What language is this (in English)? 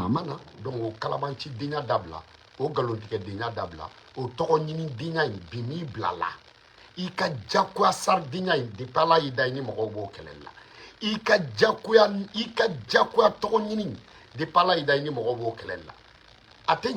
Bambara